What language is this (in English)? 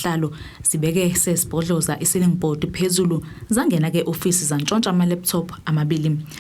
Zulu